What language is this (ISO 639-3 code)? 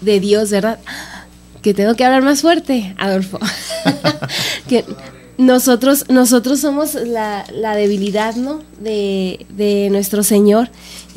spa